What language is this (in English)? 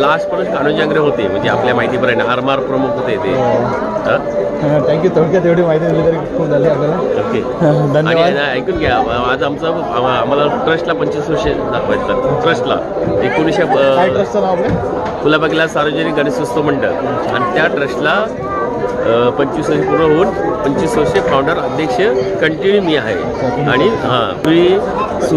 Marathi